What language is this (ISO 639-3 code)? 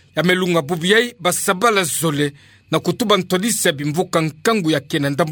ktu